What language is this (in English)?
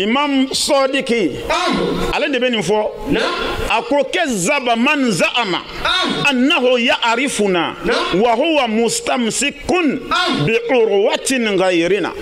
Bambara